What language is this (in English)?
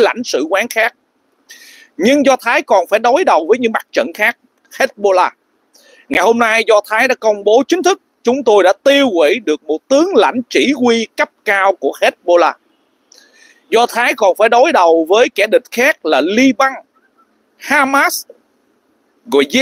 Vietnamese